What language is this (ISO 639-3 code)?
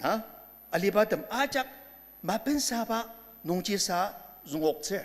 njo